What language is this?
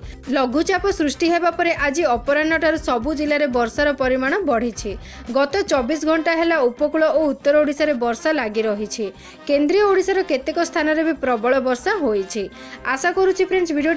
Odia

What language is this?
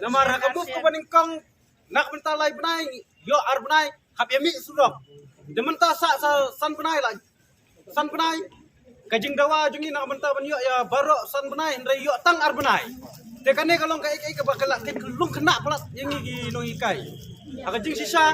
Khasi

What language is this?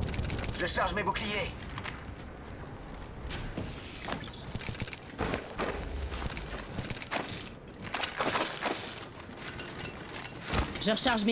French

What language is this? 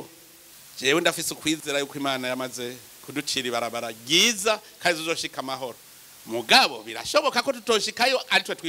Rundi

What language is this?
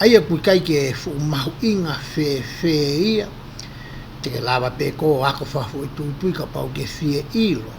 Tongan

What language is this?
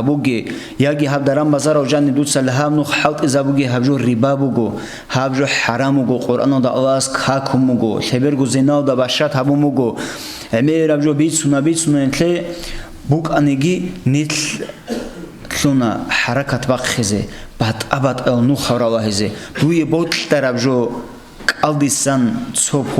Avaric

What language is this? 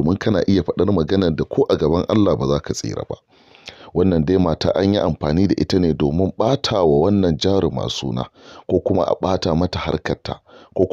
Hausa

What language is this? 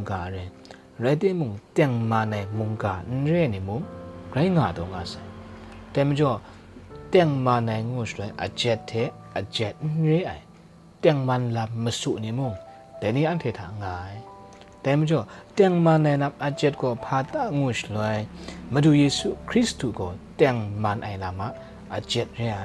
Kachin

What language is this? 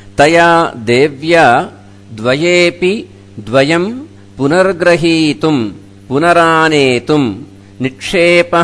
Sanskrit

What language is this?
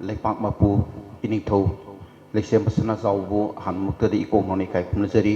Manipuri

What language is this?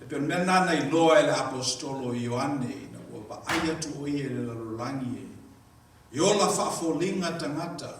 Samoan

